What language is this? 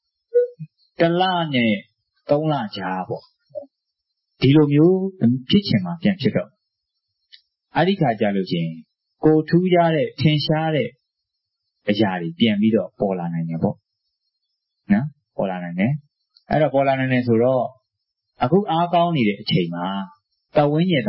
Burmese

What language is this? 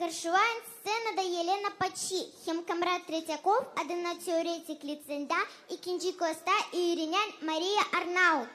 Gagauz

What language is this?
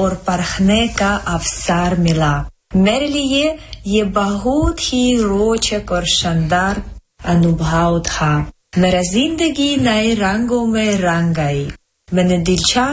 Hindi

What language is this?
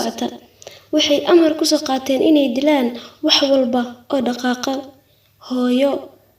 Somali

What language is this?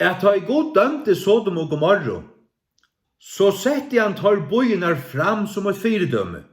Faroese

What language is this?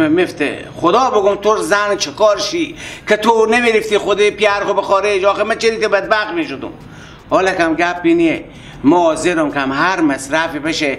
Persian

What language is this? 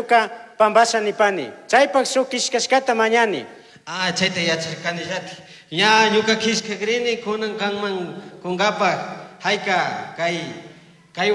Chimborazo Highland Quichua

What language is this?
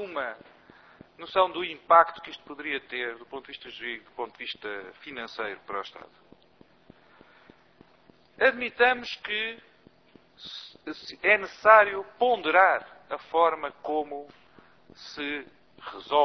Portuguese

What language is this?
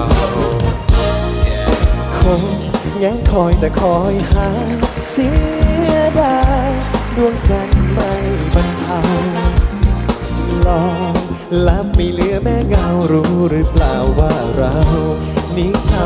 Thai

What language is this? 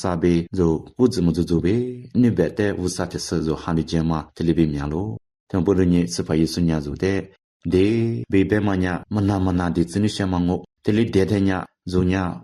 Lisu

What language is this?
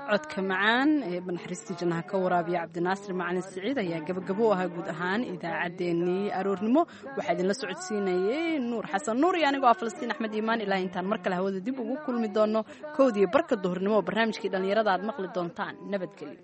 Somali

